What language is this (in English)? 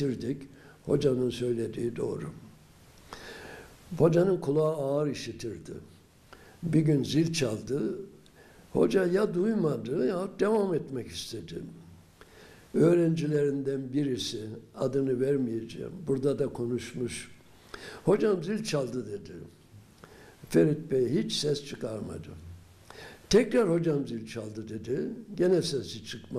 Turkish